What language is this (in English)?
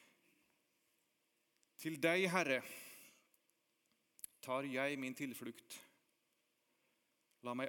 Norwegian